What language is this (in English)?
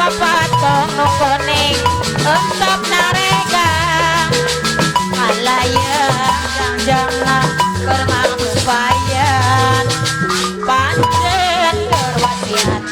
Sundanese